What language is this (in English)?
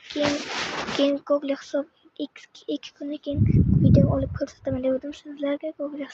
Uzbek